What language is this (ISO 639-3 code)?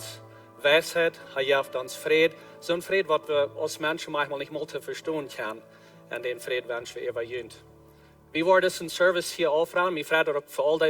pdt